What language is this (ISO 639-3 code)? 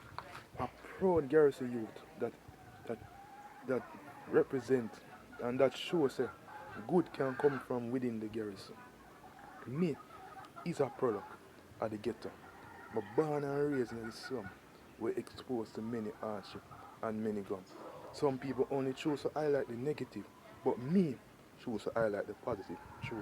jam